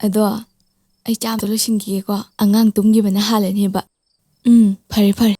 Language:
Manipuri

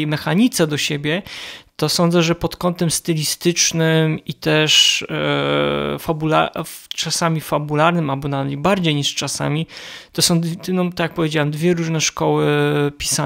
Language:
Polish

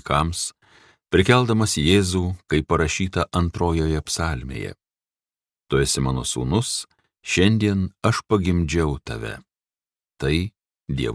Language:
Lithuanian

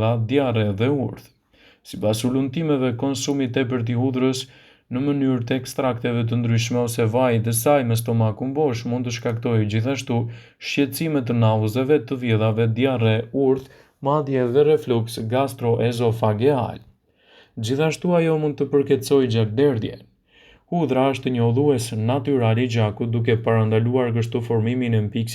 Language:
Albanian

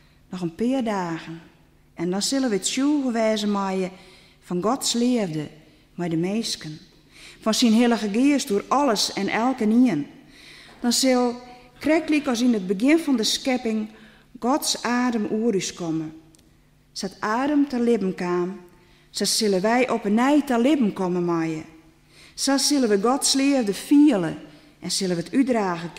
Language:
Western Frisian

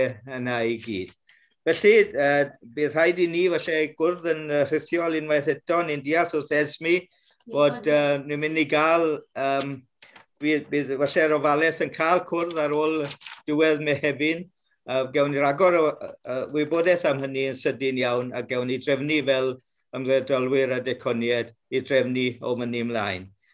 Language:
Welsh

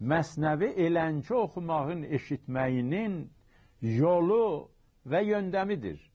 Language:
South Azerbaijani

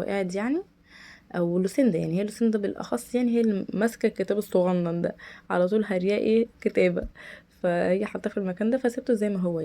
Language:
Egyptian Arabic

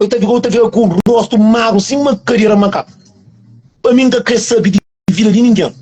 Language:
Kabuverdianu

